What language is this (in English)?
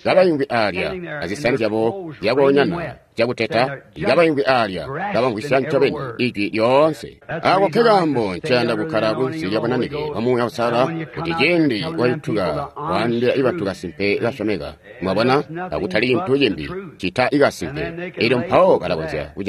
Tonga (Zambia)